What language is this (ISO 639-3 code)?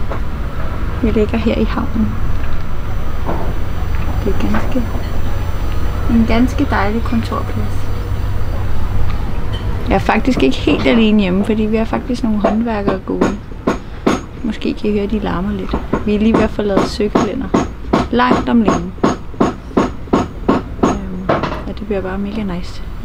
dan